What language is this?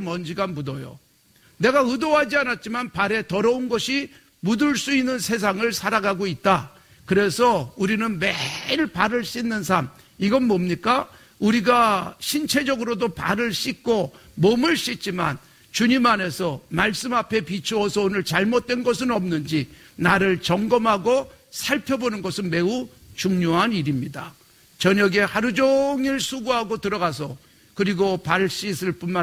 Korean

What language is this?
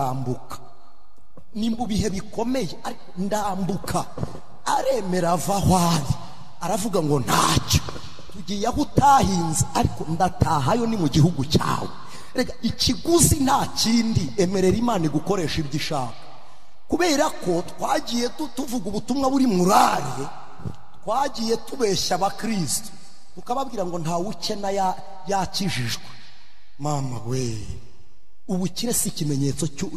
Kinyarwanda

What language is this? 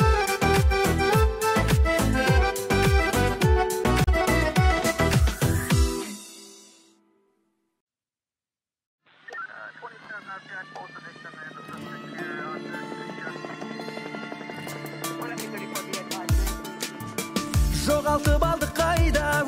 Kazakh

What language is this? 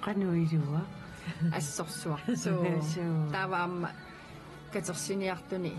Kalaallisut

